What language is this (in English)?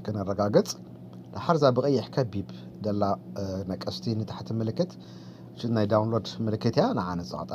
Tigrinya